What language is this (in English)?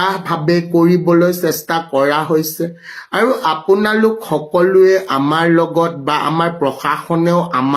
Assamese